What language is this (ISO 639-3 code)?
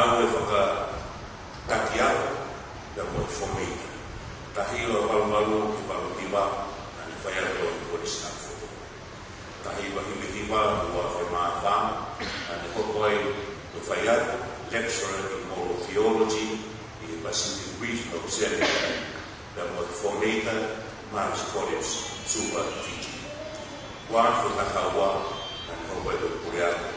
ton